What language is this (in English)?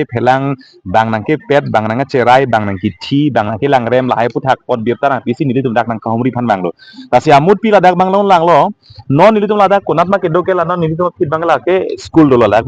Karbi